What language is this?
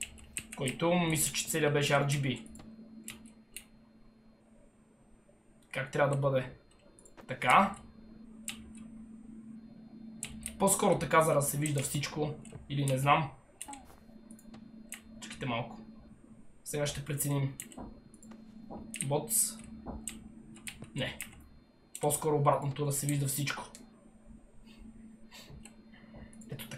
Bulgarian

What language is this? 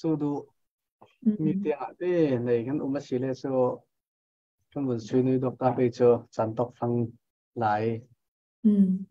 Falam Chin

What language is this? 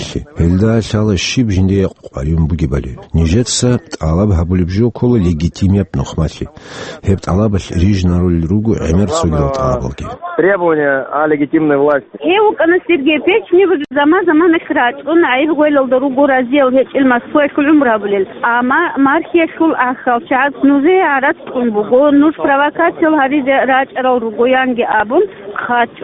Avaric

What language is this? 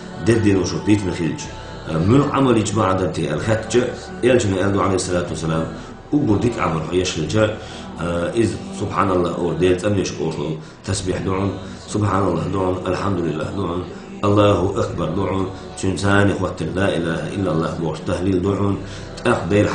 Chechen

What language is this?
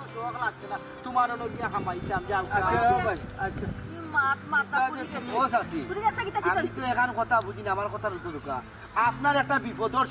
Sylheti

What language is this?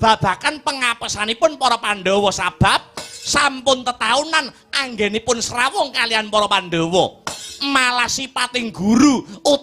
Javanese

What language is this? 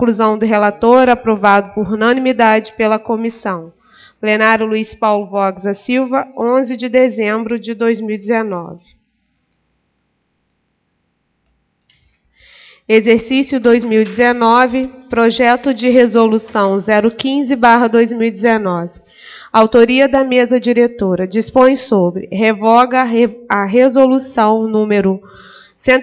Portuguese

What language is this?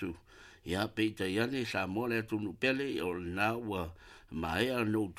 Samoan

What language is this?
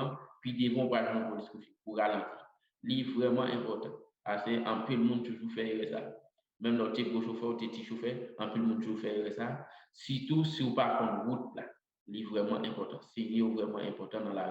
Haitian Creole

